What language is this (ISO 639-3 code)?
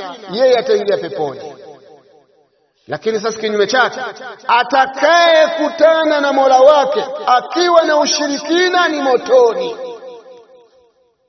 swa